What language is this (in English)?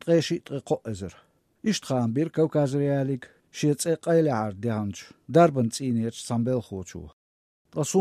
Chechen